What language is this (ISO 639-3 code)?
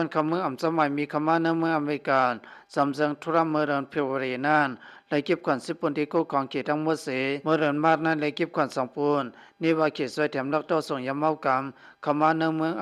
shn